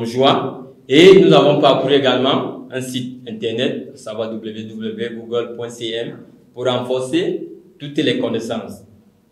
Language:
French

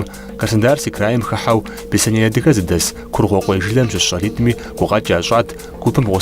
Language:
Kabardian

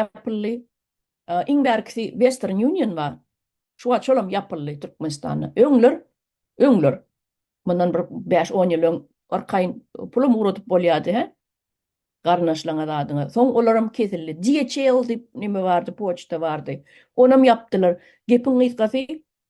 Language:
Turkmen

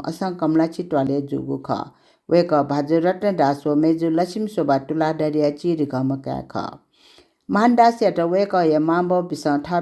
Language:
Newari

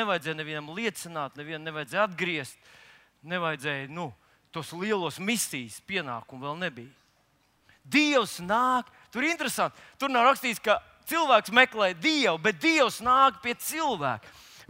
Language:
Latvian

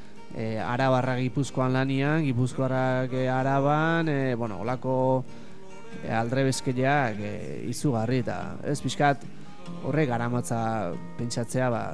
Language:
Basque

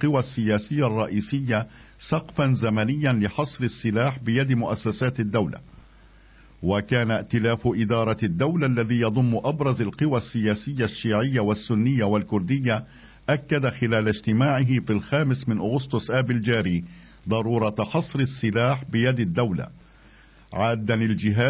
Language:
Arabic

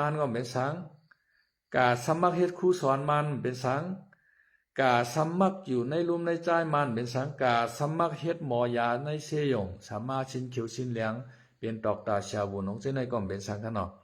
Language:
Shan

